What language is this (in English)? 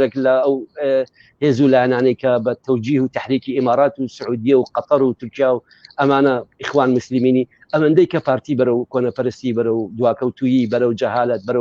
Central Kurdish